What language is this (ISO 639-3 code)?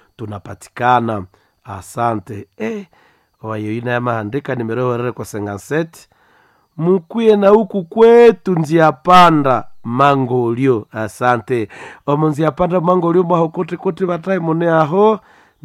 nnb